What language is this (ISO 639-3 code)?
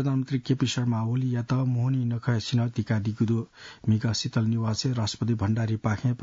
new